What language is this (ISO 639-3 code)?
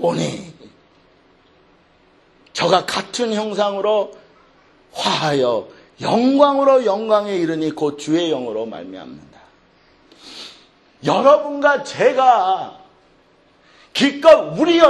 kor